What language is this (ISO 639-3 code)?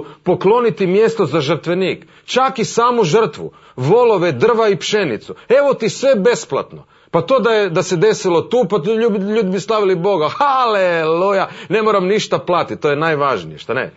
hrv